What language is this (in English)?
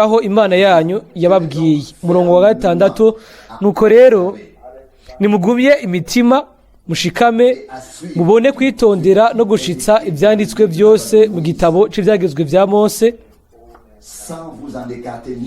Rundi